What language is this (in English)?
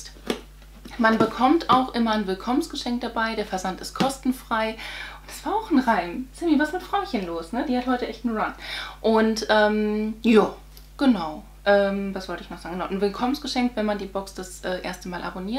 German